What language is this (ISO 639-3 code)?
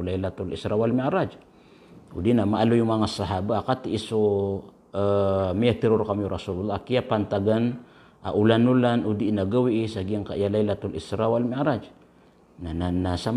mrw